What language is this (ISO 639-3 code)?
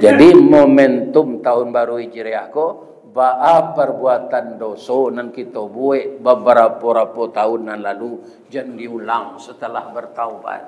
min